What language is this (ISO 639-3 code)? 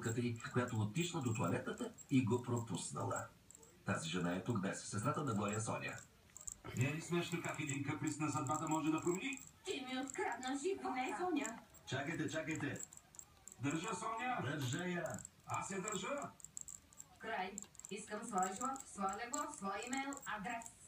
bul